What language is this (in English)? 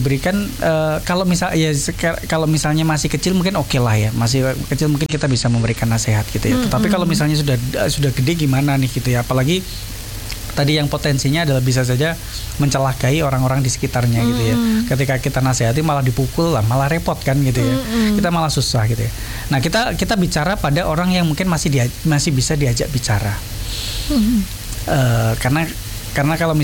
Indonesian